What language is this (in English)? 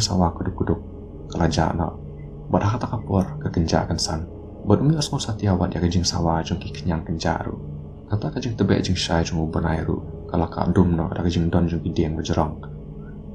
Khasi